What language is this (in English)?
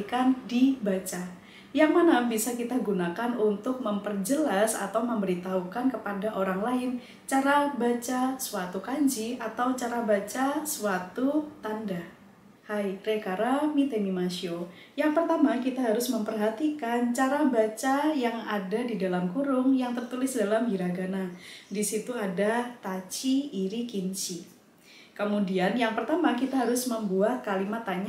Indonesian